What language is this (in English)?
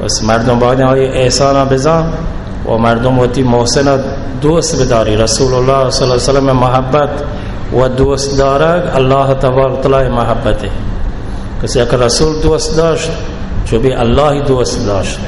Baluchi